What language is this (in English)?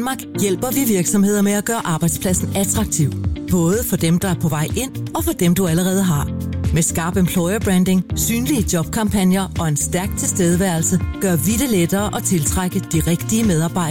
Danish